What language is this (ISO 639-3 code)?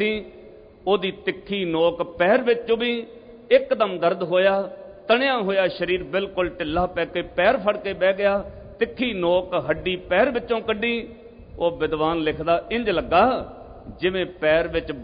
pan